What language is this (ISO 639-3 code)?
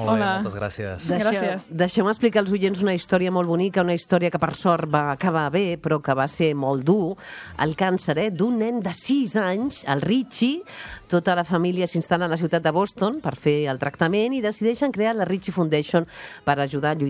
cat